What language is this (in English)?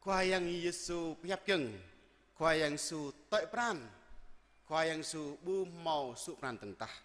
Jarai